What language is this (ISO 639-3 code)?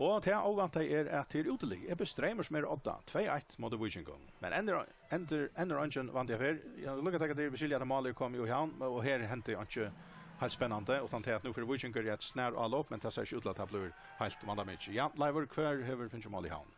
fao